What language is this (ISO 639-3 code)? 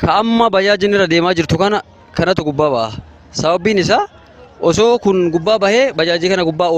orm